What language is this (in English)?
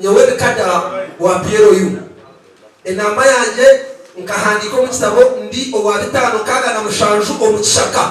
Nyankole